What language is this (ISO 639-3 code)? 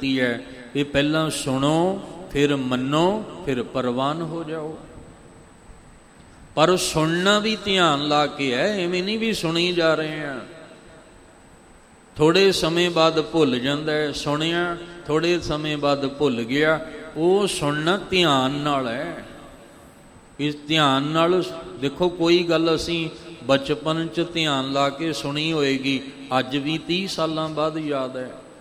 pan